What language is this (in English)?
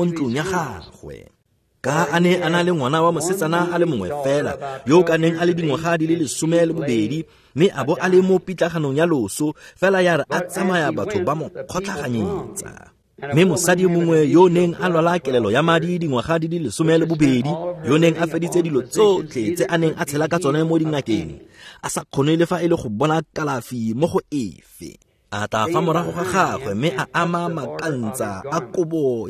Tswana